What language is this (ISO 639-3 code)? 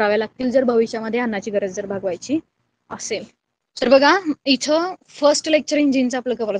mar